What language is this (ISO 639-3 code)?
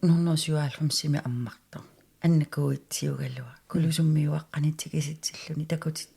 kal